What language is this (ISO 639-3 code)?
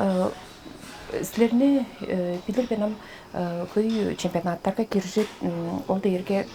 tyv